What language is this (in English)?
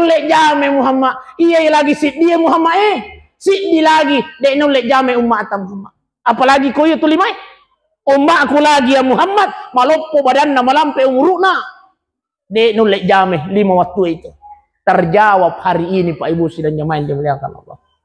Buginese